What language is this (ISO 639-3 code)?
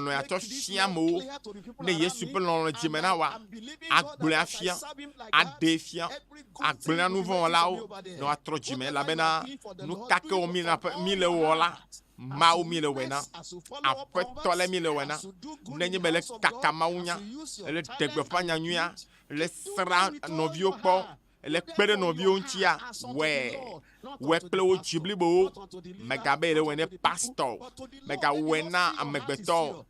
ewe